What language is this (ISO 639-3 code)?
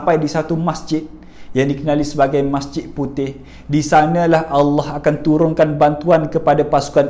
msa